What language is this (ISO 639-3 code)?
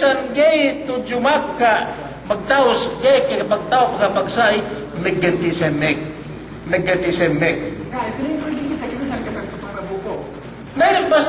yka